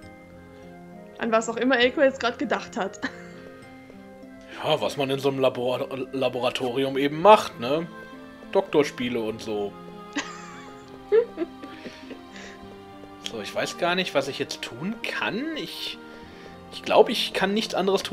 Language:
German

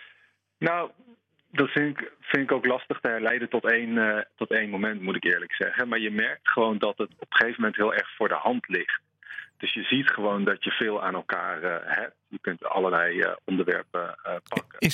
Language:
Dutch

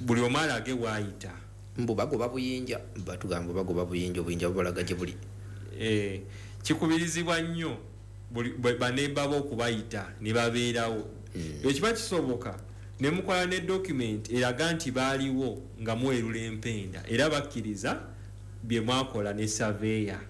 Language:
Ganda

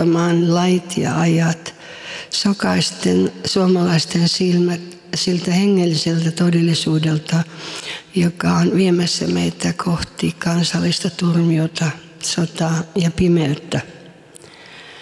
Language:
Finnish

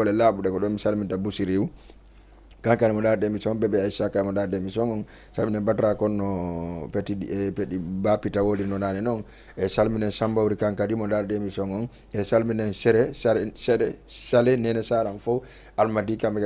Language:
Fula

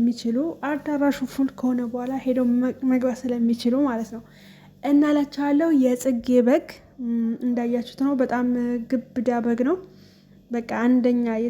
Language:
Amharic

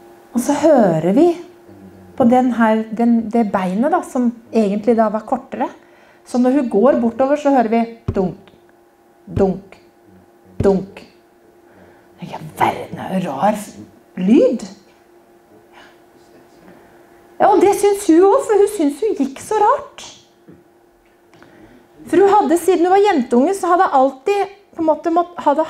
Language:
Norwegian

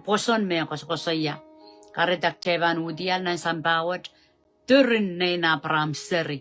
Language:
Pohnpeian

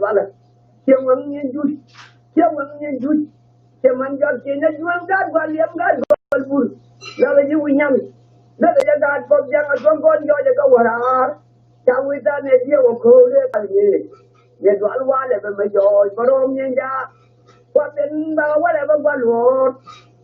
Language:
Nuer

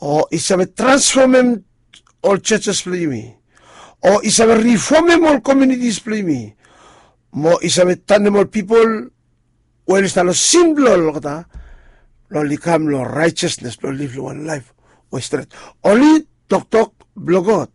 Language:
Bislama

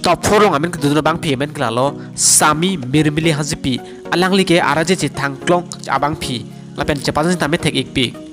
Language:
Karbi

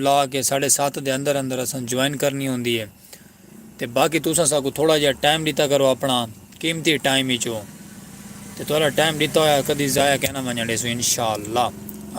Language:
Saraiki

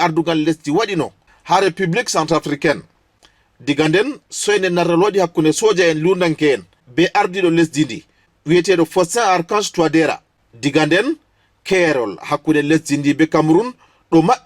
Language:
Fula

